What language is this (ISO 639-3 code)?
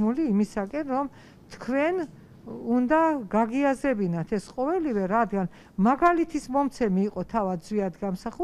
kat